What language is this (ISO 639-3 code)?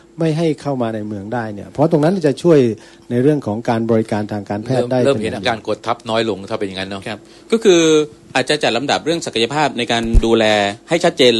tha